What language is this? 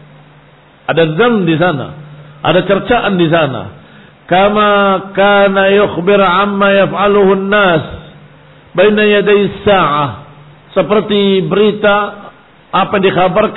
Indonesian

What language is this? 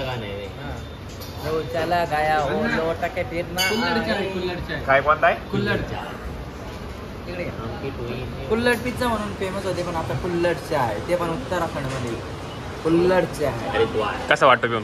Marathi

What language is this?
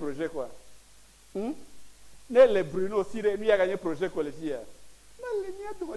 Ewe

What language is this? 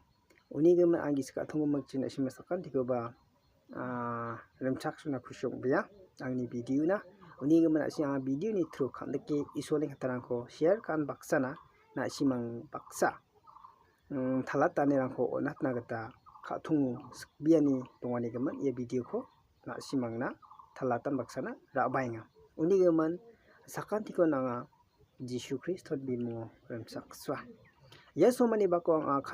Garo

